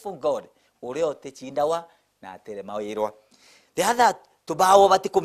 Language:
Meru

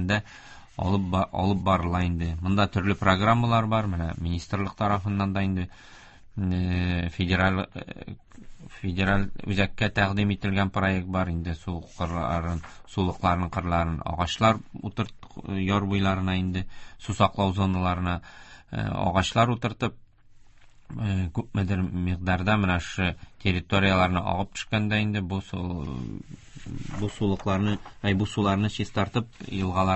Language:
Tatar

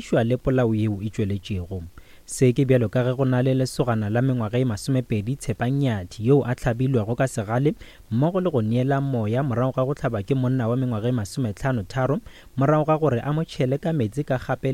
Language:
Northern Sotho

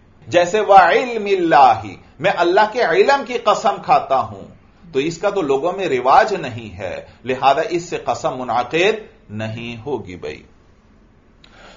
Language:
Urdu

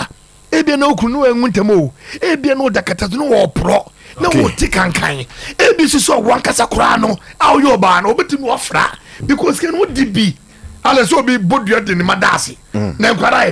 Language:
Akan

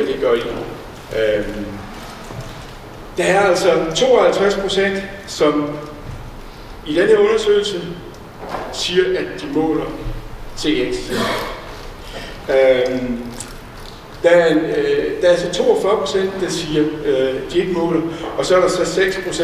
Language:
Danish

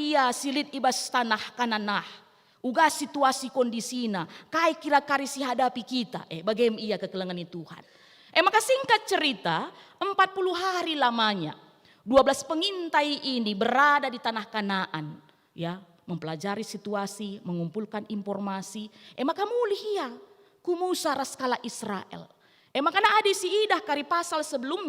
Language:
Batak Karo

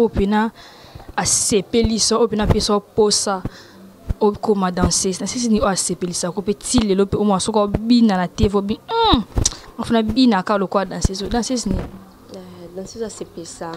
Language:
Lingala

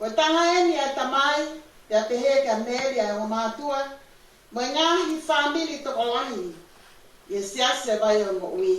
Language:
Tongan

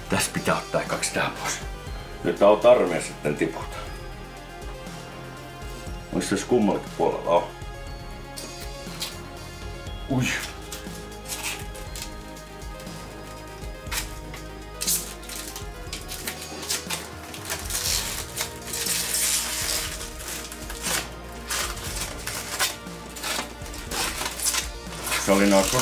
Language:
Finnish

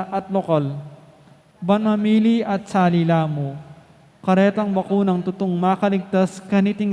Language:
Pampanga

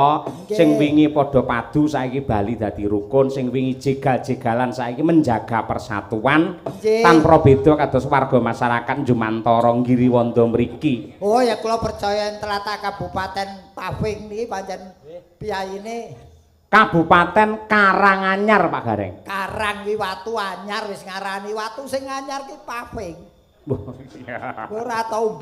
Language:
Javanese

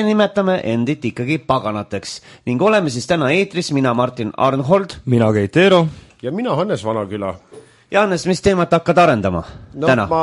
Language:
Estonian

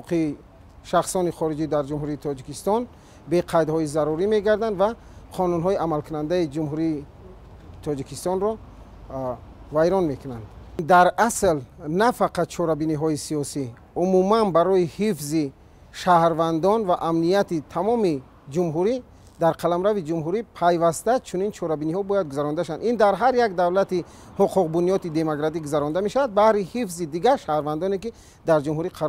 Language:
Tajik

